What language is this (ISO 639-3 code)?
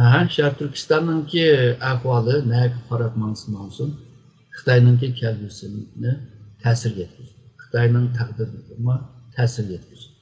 uig